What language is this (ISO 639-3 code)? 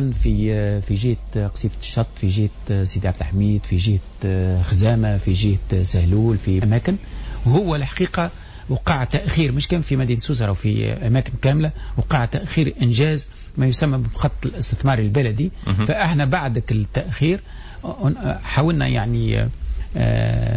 aeb